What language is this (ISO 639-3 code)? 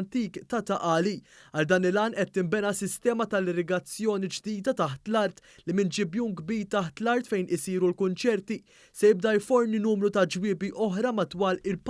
mlt